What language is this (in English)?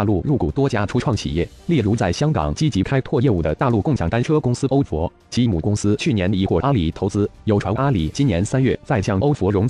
Chinese